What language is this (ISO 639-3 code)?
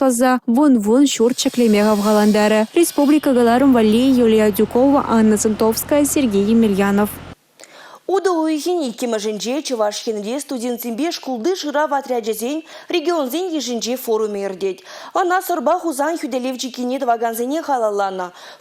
chv